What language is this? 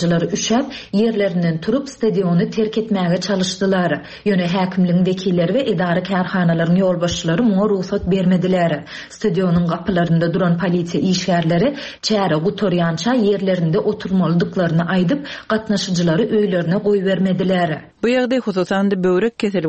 Turkmen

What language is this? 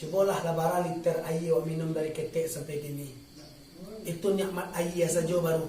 Minangkabau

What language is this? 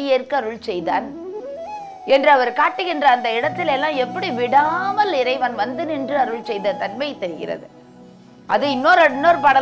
Tamil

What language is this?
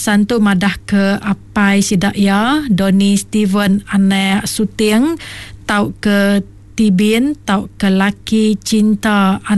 Iban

